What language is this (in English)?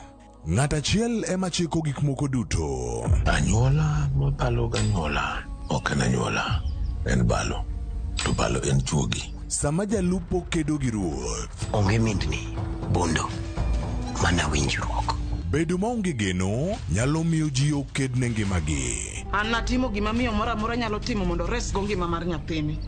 Luo (Kenya and Tanzania)